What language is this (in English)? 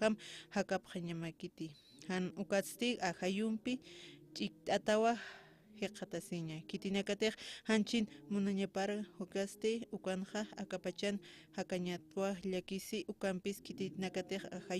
Aymara